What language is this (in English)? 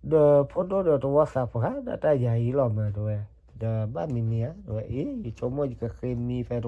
S'gaw Karen